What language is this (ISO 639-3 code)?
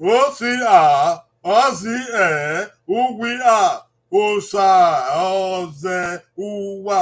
bin